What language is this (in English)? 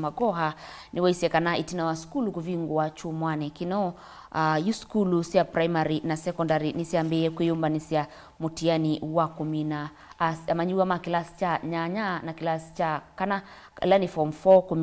Kamba